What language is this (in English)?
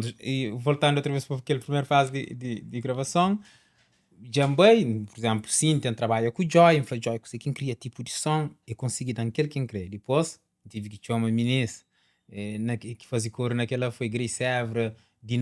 Kabuverdianu